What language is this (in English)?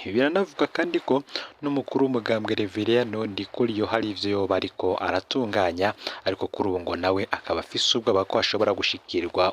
Rundi